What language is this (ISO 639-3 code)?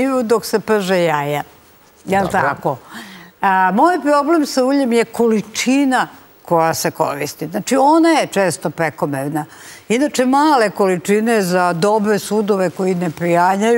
srp